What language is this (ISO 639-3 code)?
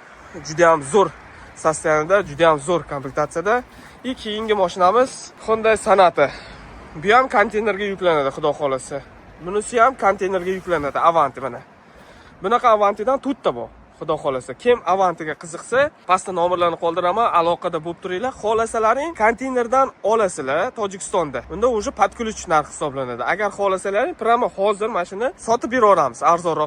uzb